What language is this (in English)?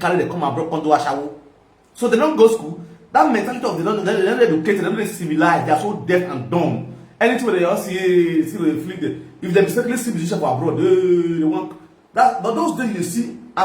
Nigerian Pidgin